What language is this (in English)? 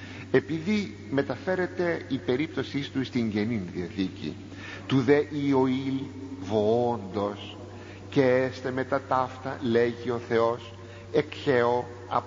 Greek